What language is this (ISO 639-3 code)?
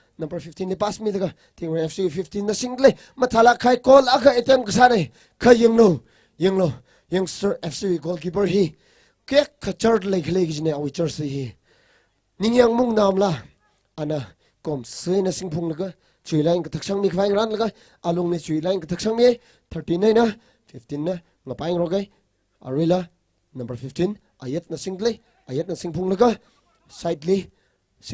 nmf